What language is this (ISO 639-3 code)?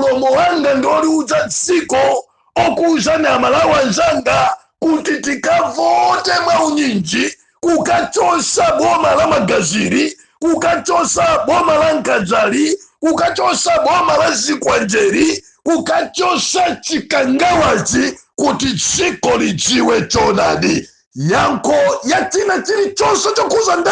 nya